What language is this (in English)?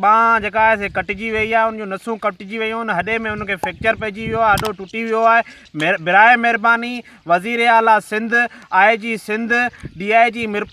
Sindhi